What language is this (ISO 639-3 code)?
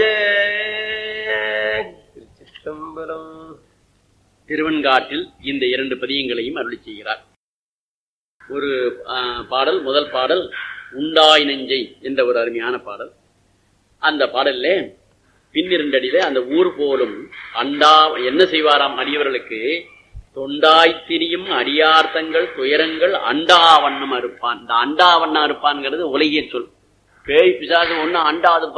tam